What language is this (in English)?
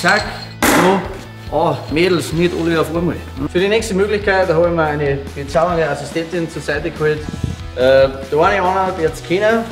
Bavarian